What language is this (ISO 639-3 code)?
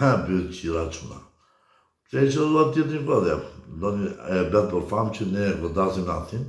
sqi